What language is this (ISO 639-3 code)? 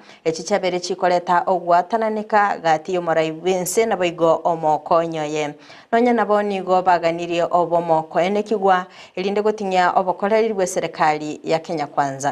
guz